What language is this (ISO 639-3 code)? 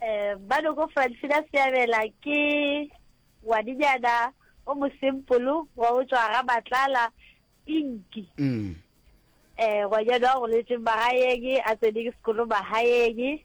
nso